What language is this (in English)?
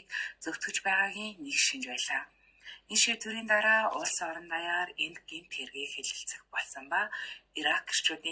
Mongolian